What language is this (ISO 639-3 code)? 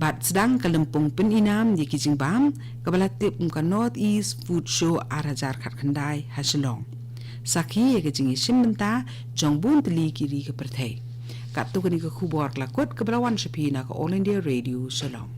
kha